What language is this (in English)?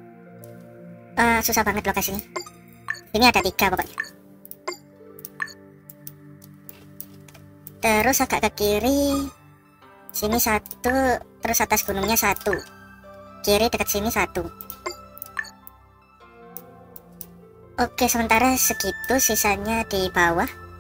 Indonesian